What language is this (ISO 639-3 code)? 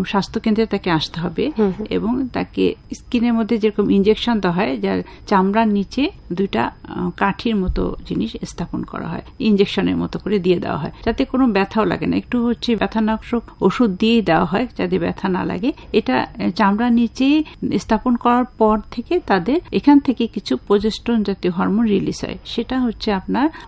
ben